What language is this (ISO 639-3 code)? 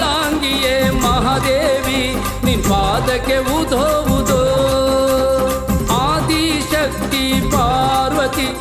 kan